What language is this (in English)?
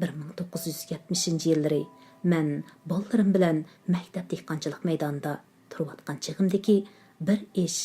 Uyghur